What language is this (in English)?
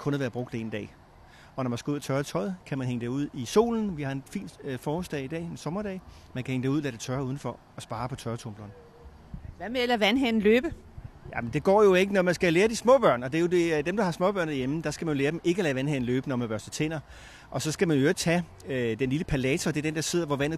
Danish